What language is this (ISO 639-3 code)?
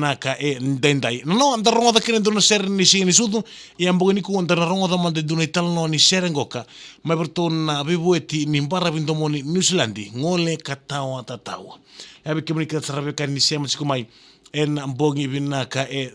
fij